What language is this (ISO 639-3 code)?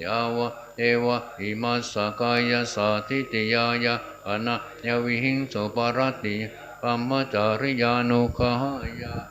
pli